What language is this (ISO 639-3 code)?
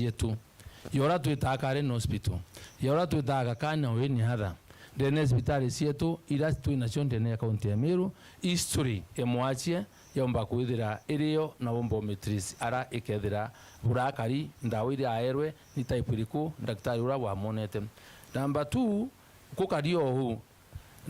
mer